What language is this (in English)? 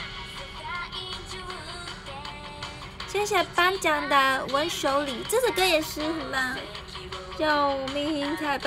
Chinese